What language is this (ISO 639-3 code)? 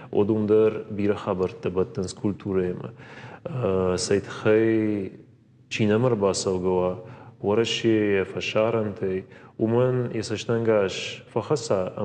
oss